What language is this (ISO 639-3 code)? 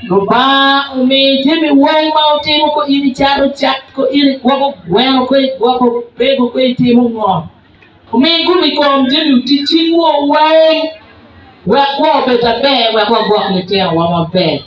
ach